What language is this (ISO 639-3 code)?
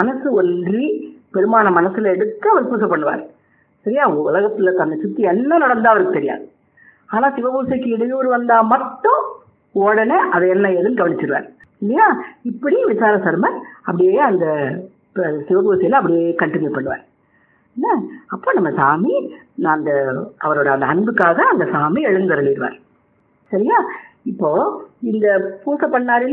tam